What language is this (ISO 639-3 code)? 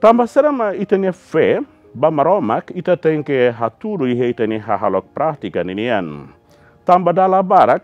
tet